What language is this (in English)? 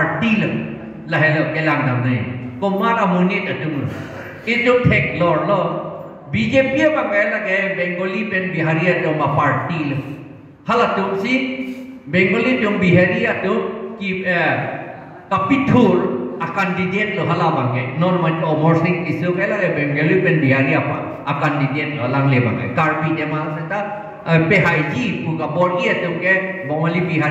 Karbi